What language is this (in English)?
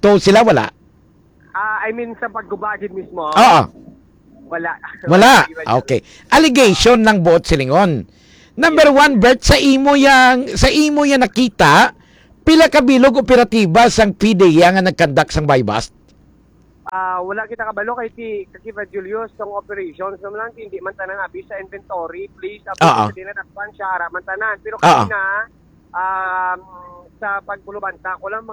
Hiligaynon